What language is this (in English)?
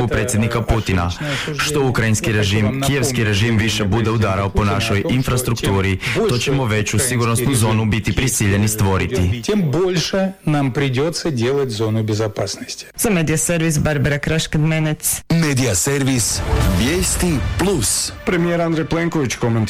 Croatian